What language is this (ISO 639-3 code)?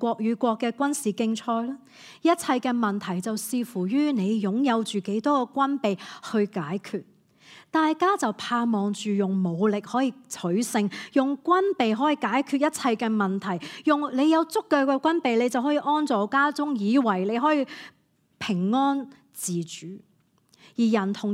yue